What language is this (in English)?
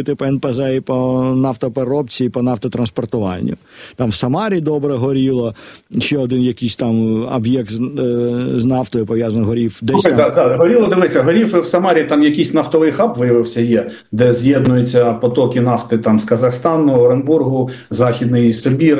Ukrainian